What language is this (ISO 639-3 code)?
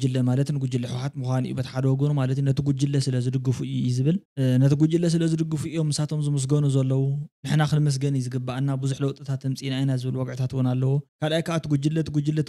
tir